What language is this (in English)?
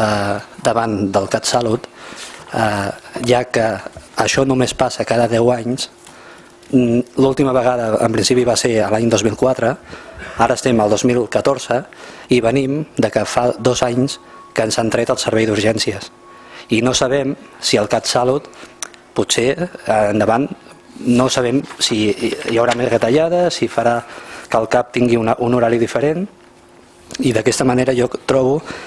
Catalan